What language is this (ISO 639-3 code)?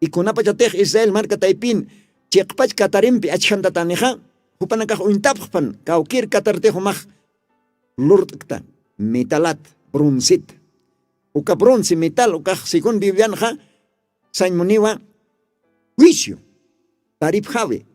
aym